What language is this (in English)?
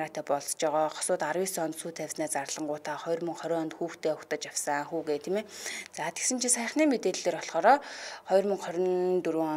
Mongolian